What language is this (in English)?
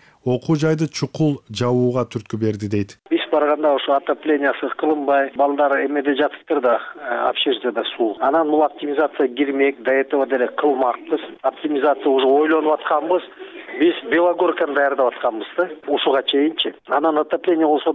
Kyrgyz